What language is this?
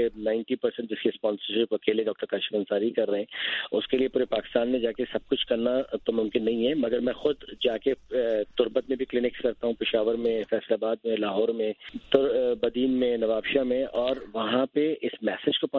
Urdu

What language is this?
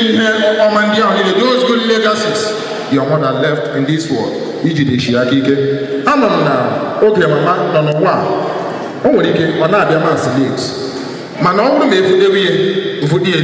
Igbo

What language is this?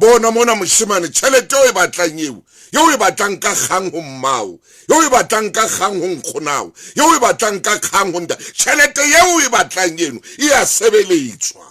Southern Sotho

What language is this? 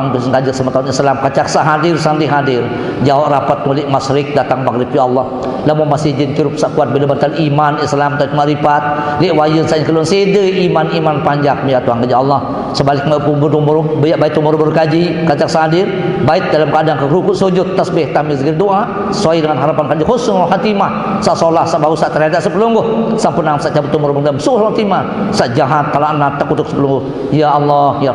Sasak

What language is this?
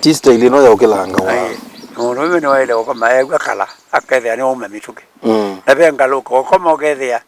Kamba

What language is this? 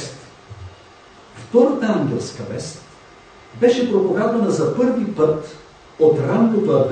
Bulgarian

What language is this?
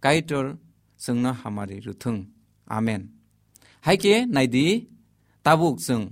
Kok Borok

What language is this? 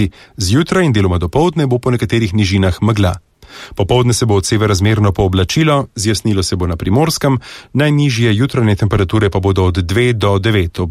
Slovenian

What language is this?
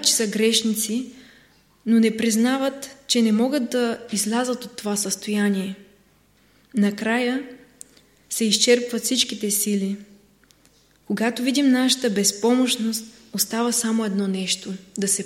Bulgarian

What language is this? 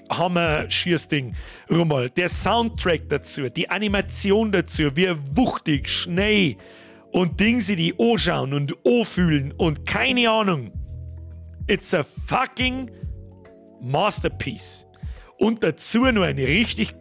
Bavarian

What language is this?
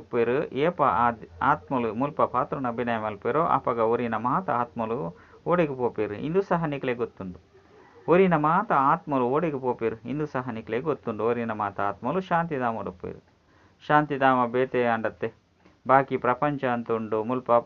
Tulu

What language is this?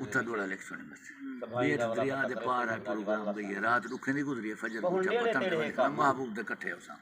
Saraiki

